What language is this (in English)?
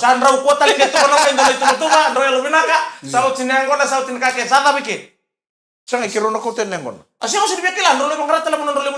Fijian